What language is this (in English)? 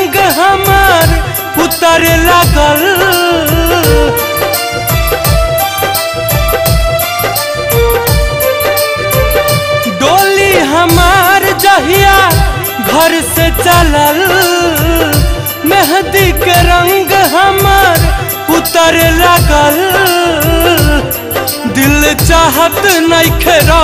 Bhojpuri